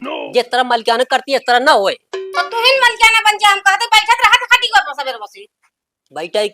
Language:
Awadhi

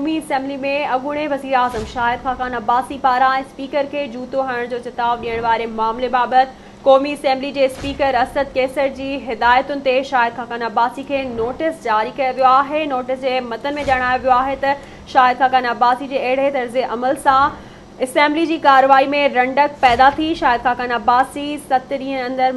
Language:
Sindhi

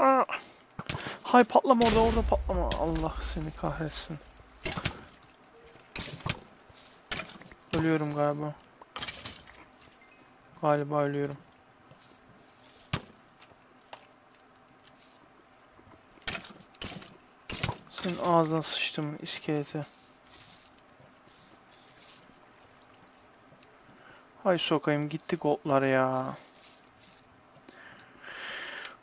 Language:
Turkish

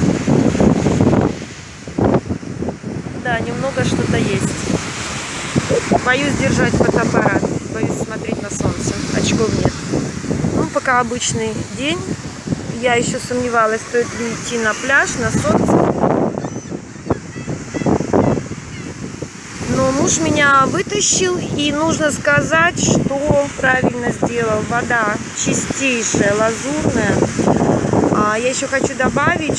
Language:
Russian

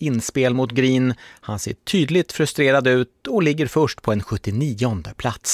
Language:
Swedish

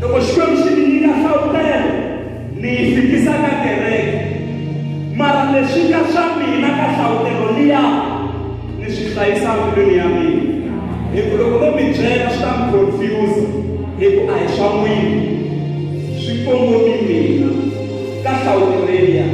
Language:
Tsonga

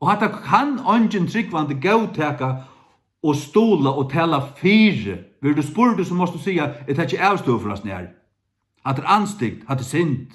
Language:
Faroese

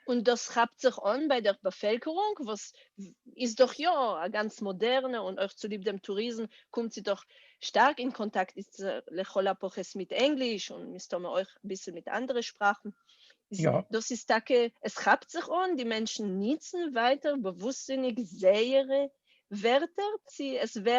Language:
Yiddish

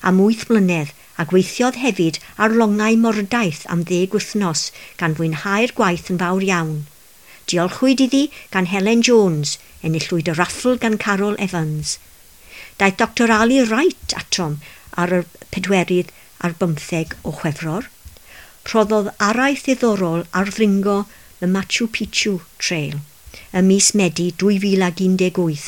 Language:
Welsh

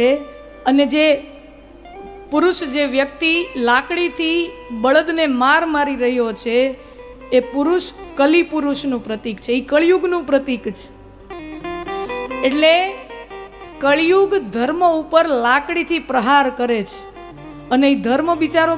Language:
Gujarati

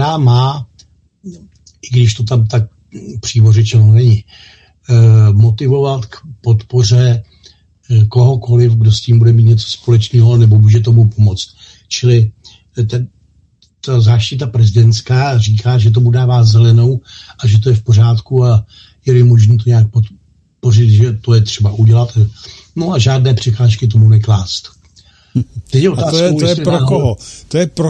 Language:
Czech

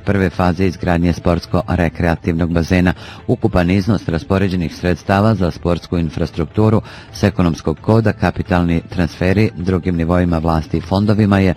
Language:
Bosnian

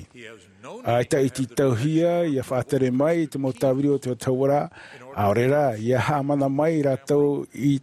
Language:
Tahitian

